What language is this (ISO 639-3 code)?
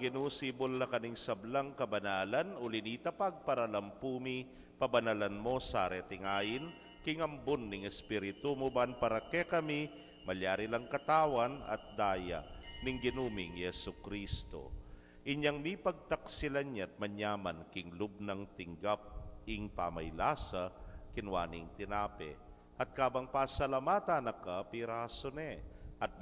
pam